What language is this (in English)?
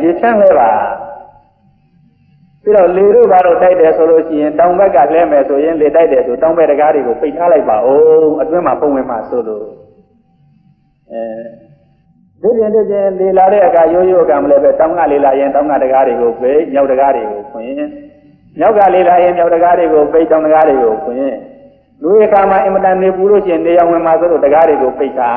Burmese